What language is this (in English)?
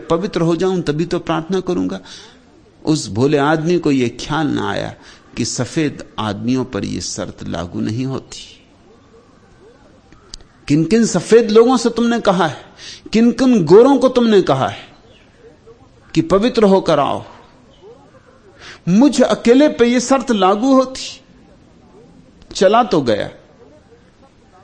Hindi